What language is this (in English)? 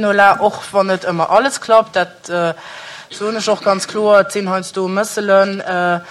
Luxembourgish